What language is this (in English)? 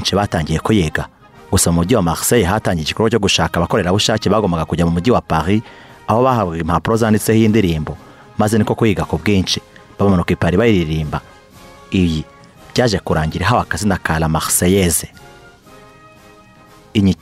Kinyarwanda